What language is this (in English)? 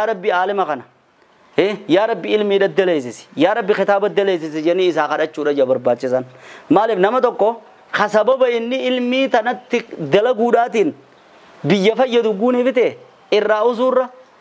Oromo